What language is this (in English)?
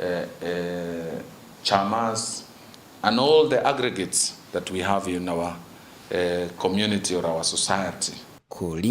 Meru